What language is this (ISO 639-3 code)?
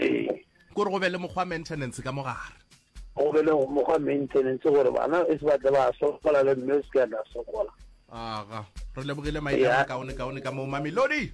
nso